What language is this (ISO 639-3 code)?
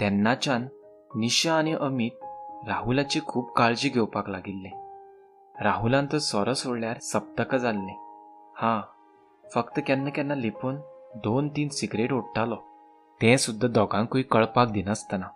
kok